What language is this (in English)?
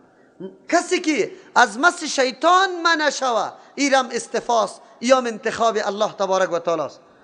Persian